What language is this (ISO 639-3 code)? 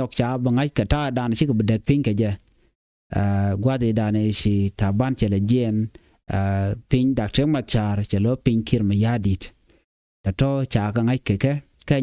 nus